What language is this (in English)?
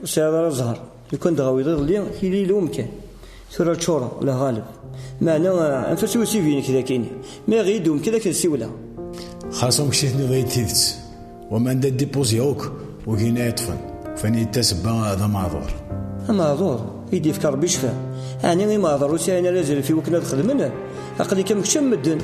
Kabyle